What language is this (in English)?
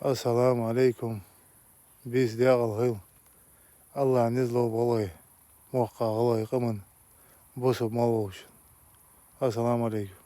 Ingush